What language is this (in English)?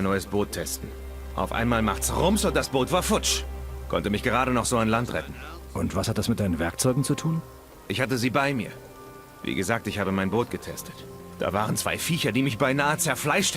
Bavarian